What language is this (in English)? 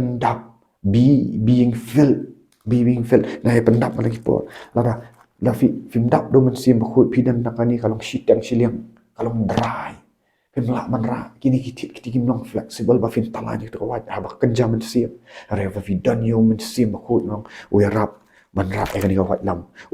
Khasi